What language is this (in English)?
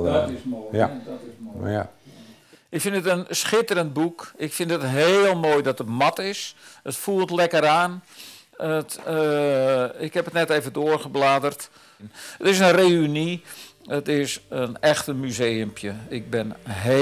Western Frisian